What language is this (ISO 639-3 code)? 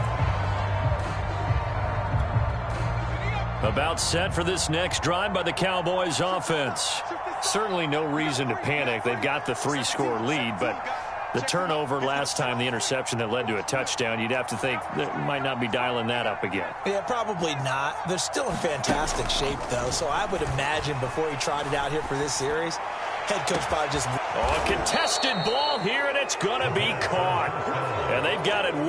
eng